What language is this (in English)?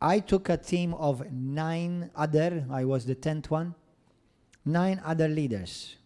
English